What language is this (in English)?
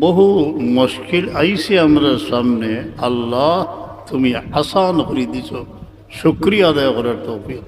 Sylheti